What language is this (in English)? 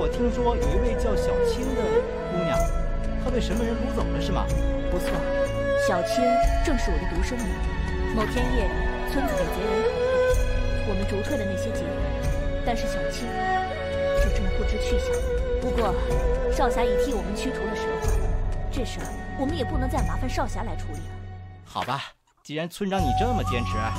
Chinese